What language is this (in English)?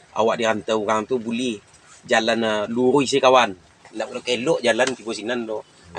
Minangkabau